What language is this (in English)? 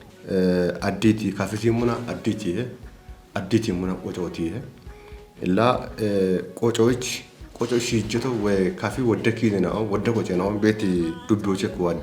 Kafa